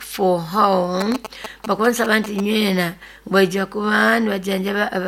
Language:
Nyoro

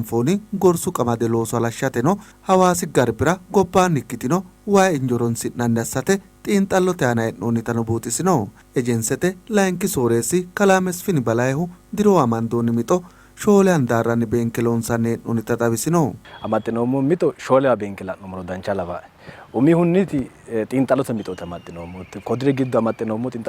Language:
Sidamo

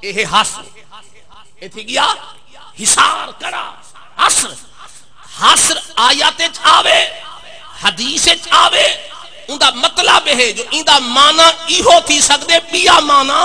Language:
Saraiki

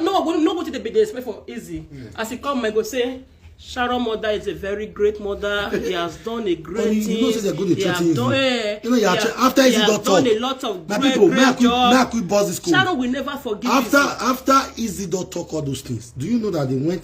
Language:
Nigerian Pidgin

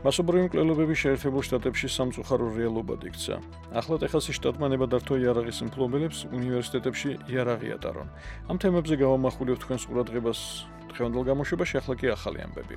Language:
Georgian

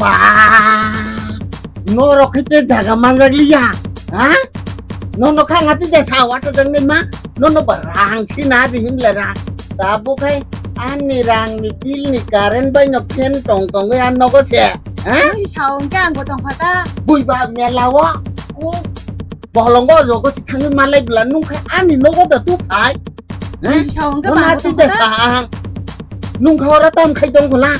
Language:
Kok Borok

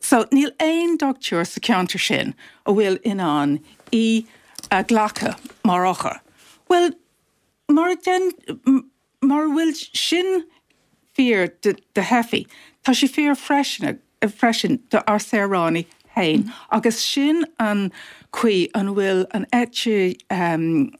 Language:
Irish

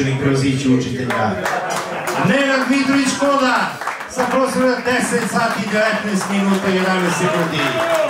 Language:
Serbian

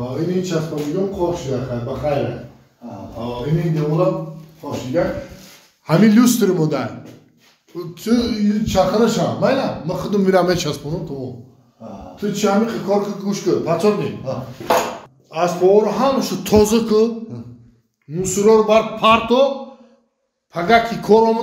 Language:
Tajik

